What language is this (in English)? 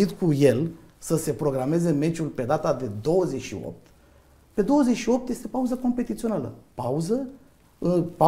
Romanian